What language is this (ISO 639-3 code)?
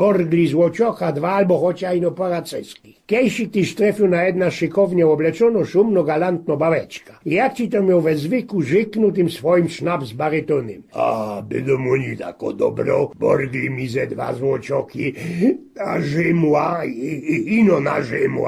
szl